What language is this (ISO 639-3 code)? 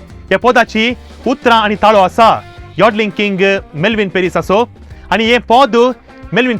kok